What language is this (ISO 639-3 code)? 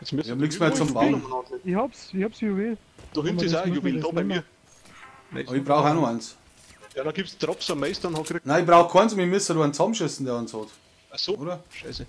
bar